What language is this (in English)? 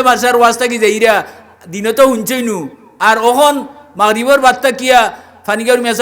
Sylheti